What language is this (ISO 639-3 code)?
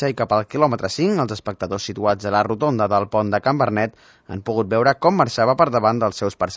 cat